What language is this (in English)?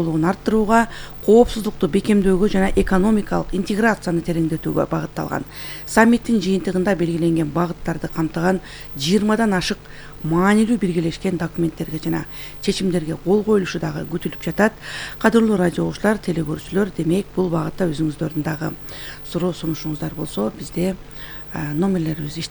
Kyrgyz